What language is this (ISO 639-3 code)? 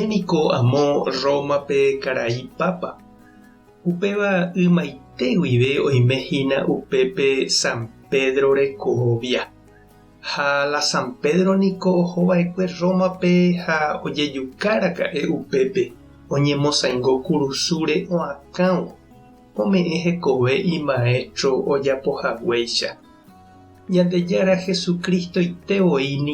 grn